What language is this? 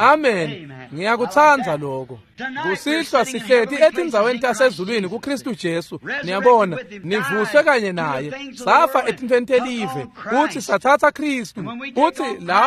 Swati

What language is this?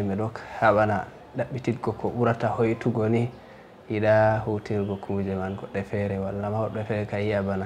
Fula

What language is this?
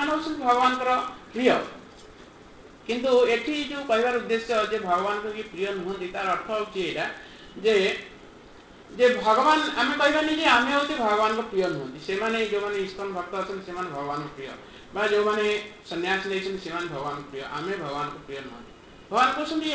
Odia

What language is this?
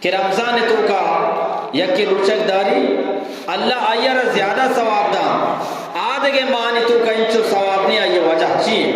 Eastern Balochi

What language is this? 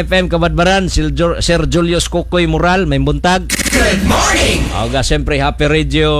Cebuano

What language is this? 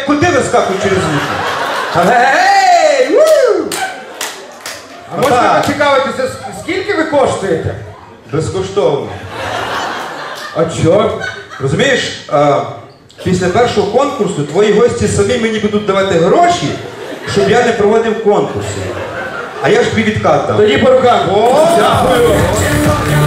Ukrainian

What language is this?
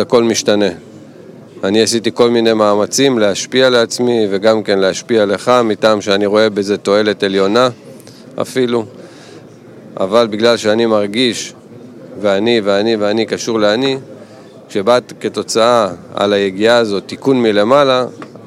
Hebrew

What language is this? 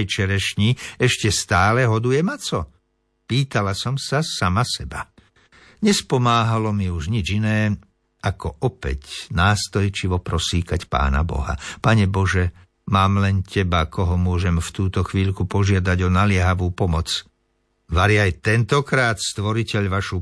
Slovak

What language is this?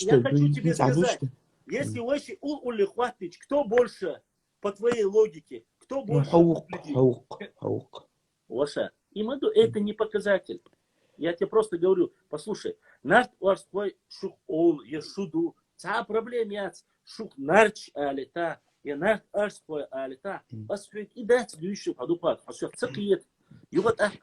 Chechen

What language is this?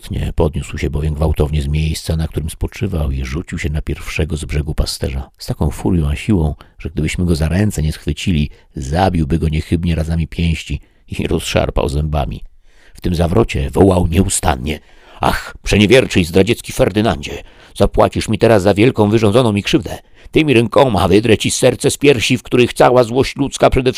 Polish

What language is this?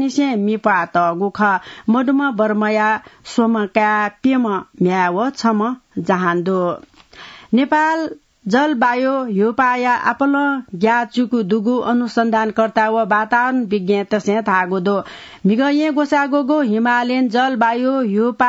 Newari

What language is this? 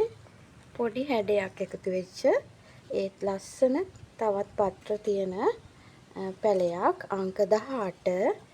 Sinhala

